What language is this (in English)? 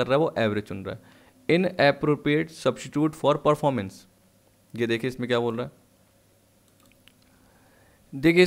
Hindi